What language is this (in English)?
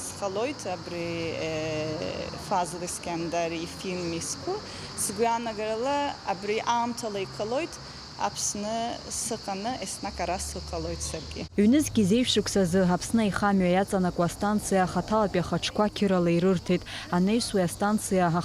Abkhazian